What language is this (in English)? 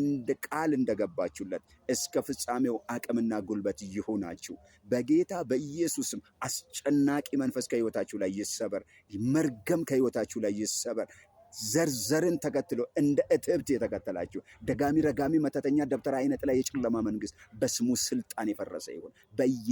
Amharic